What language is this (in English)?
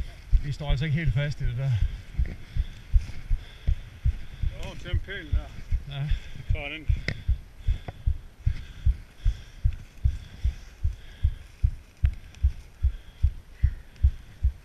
Danish